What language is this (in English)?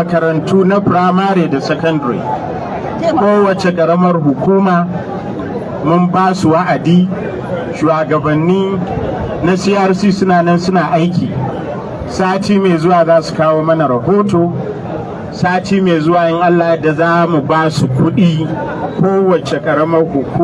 Hausa